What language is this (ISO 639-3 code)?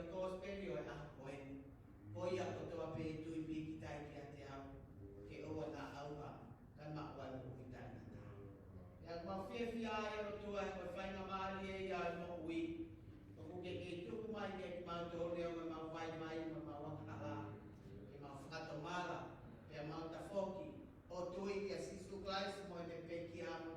ton